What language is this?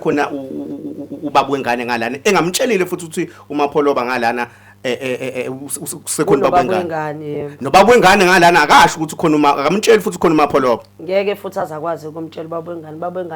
Zulu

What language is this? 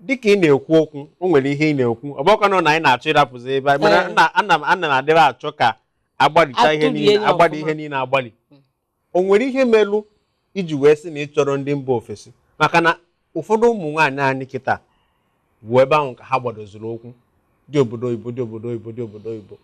Igbo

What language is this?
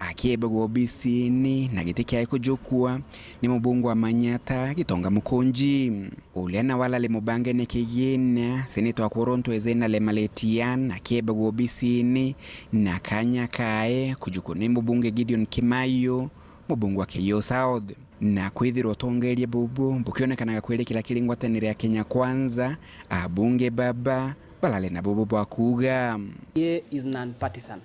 Meru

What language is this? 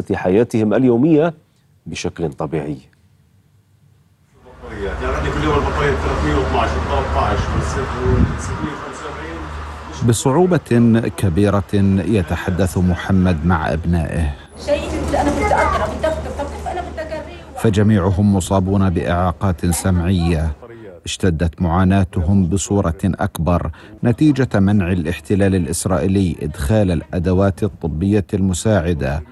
Arabic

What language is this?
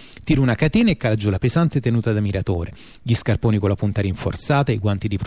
Italian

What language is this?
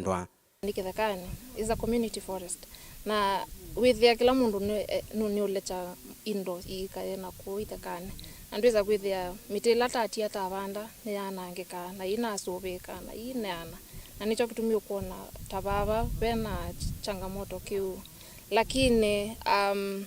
Kamba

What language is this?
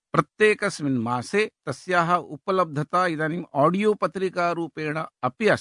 Sanskrit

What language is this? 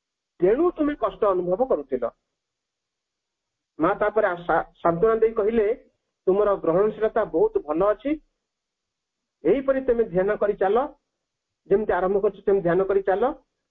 Odia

